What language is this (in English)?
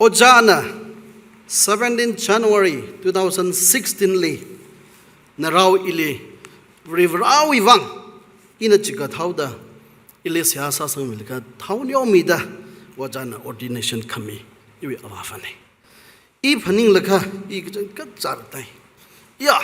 Tangkhul Naga (India)